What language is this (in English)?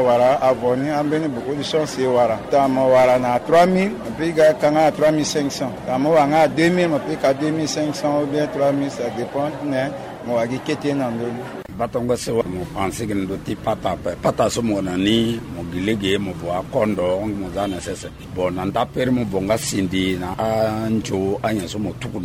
Sango